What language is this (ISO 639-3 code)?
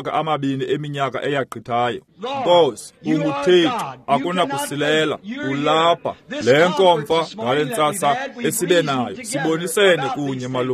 xho